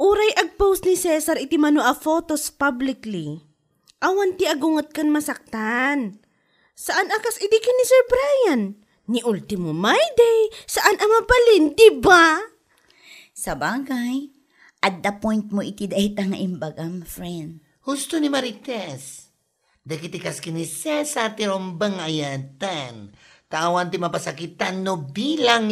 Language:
Iloko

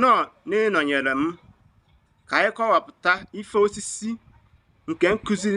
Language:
Igbo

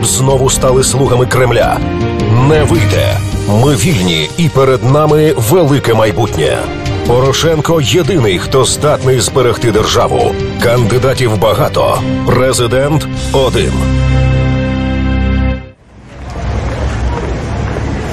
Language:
Ukrainian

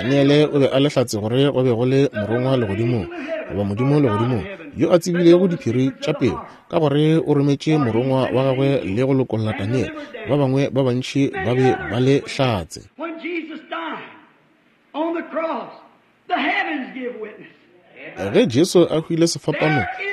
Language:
Northern Sotho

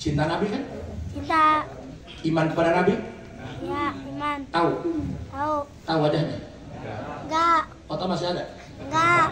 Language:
Betawi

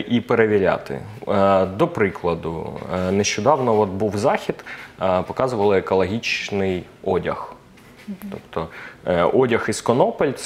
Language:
Ukrainian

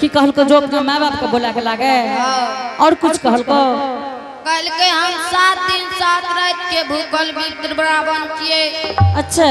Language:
Angika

